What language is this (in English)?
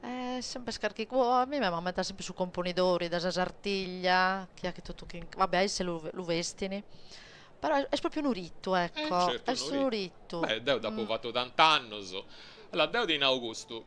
Sardinian